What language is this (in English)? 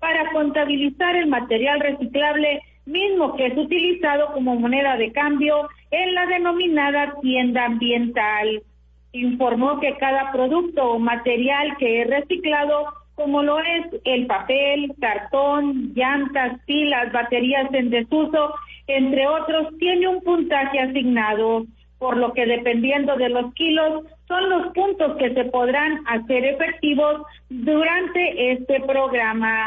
Spanish